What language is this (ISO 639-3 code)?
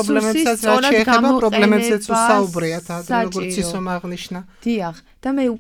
kat